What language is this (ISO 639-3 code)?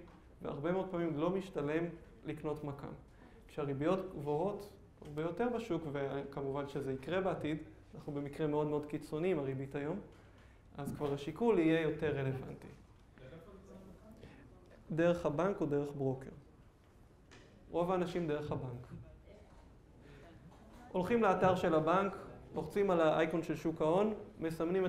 heb